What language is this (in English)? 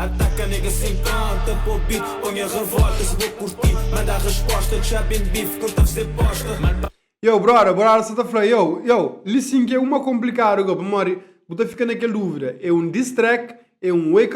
Kabuverdianu